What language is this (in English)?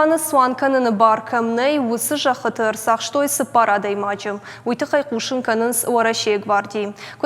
Ossetic